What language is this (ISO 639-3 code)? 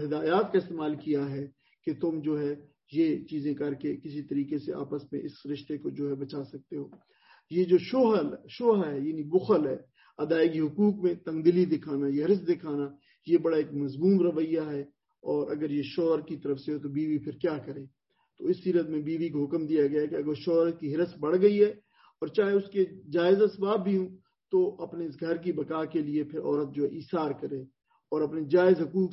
urd